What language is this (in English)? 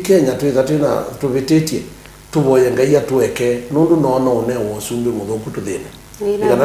Kamba